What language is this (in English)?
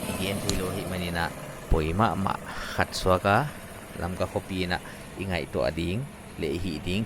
Paite Chin